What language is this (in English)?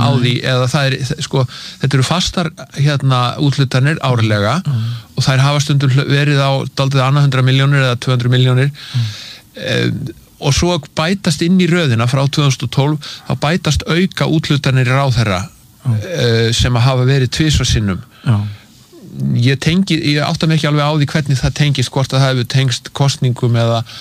Icelandic